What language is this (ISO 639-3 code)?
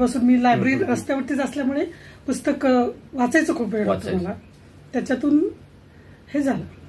mar